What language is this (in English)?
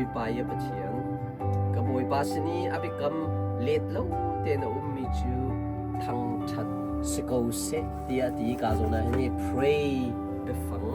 Hakha Chin